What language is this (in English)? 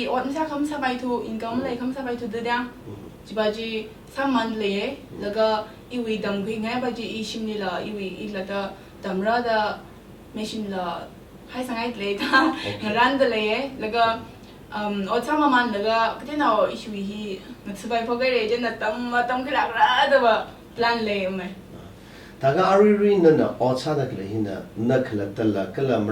Tangkhul Naga (India)